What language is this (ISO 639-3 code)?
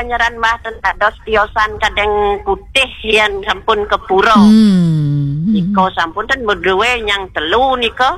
ban